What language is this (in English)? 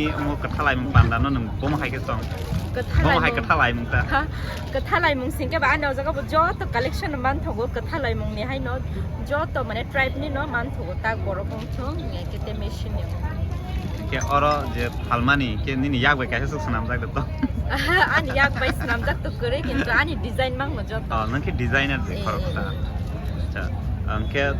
Kok Borok